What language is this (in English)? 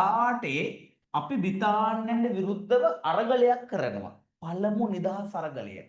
Sinhala